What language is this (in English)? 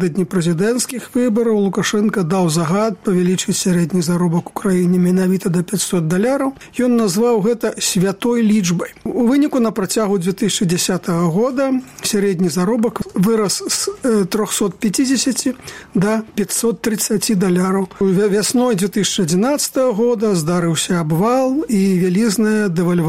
Belarusian